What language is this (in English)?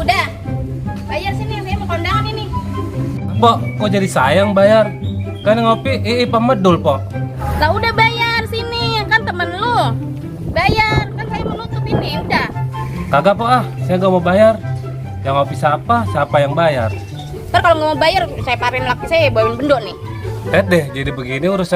Betawi